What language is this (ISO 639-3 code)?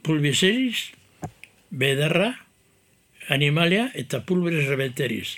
eus